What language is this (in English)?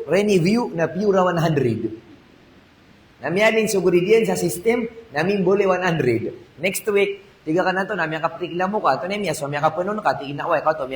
Maranao